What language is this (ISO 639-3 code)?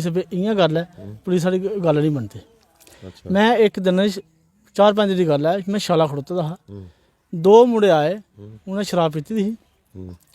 doi